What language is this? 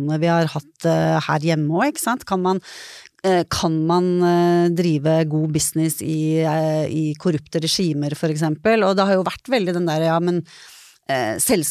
Norwegian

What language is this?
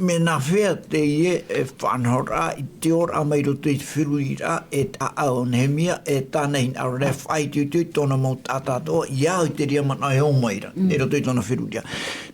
Tahitian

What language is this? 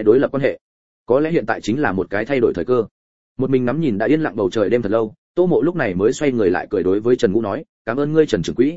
Vietnamese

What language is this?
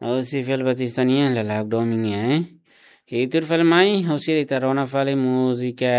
Tetum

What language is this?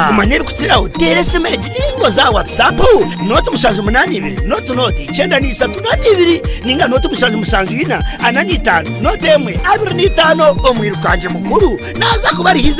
Nyankole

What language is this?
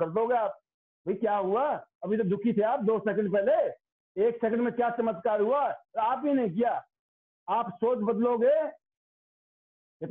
Hindi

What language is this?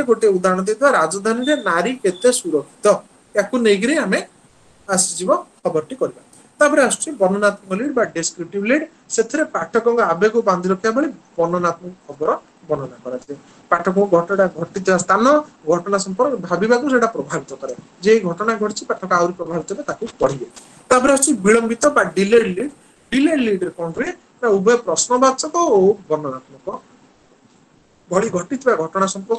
Odia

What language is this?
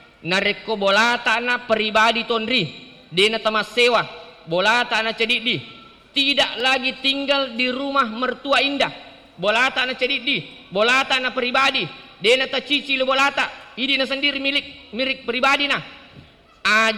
Buginese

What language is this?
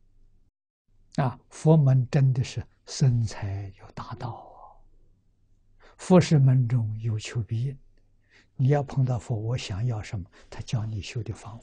Chinese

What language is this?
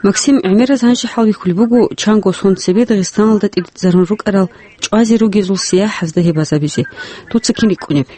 Avaric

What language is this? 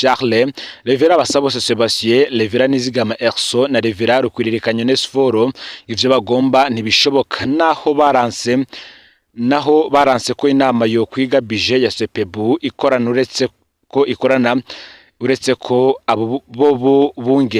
Rundi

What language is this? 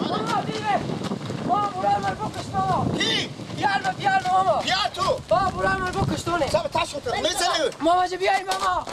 Persian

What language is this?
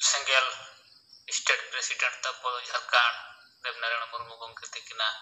Santali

